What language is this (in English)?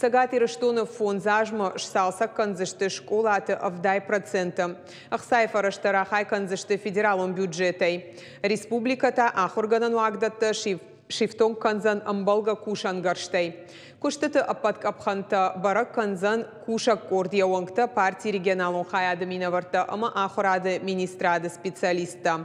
Ossetic